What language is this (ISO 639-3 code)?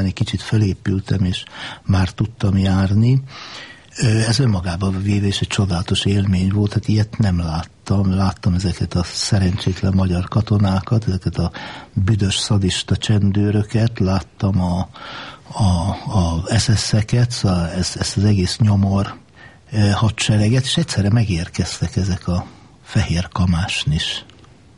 hun